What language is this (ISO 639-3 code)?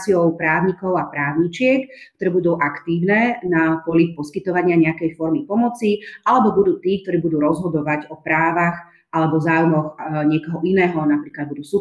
slk